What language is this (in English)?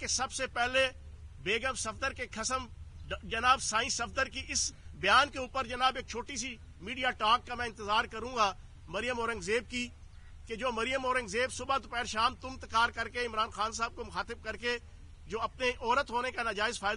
Urdu